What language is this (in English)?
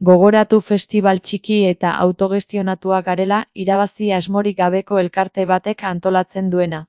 Basque